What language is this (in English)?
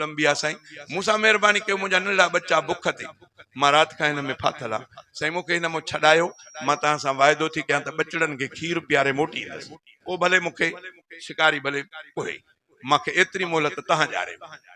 Sindhi